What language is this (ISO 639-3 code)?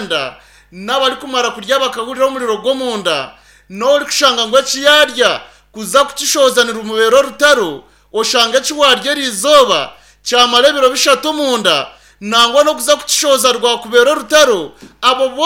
nyn